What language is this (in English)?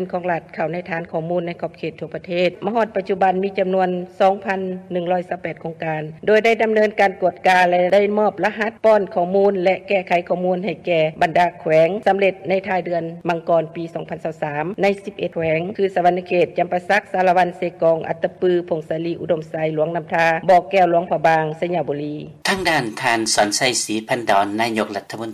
Lao